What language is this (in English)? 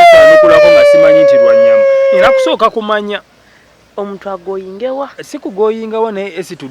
Ganda